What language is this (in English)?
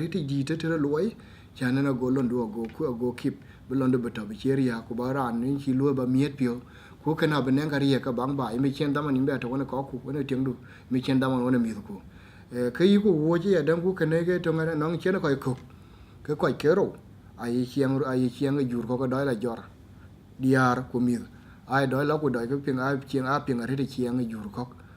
Dinka